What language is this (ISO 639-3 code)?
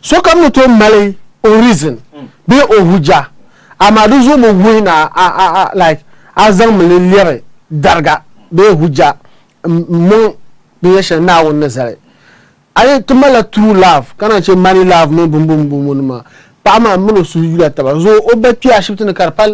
dag